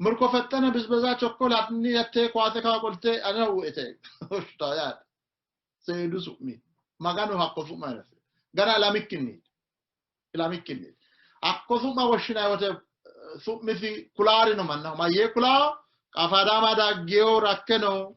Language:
Sidamo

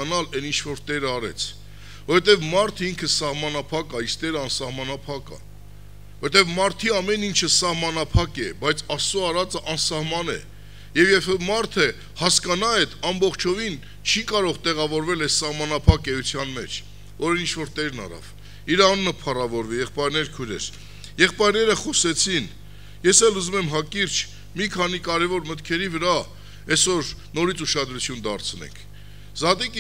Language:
Armenian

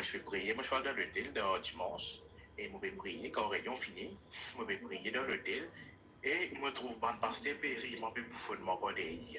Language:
Morisyen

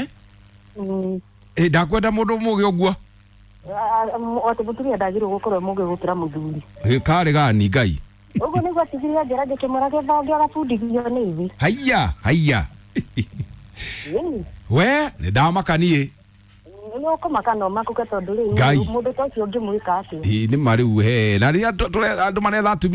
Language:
Kikuyu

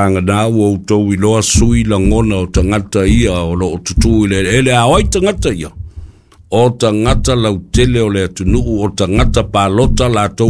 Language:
Samoan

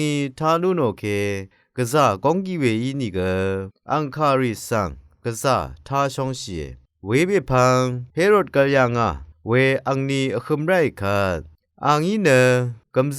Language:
Rawang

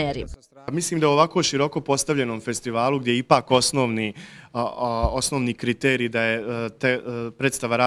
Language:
Bosnian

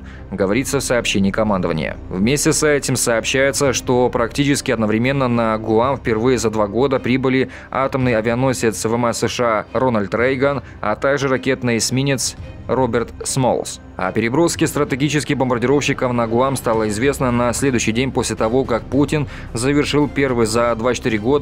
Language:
Russian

